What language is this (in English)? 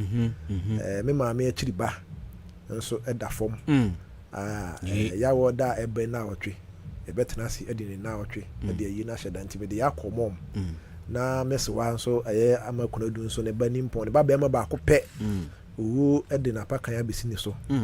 Akan